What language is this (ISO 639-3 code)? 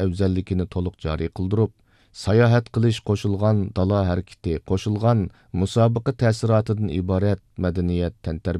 uig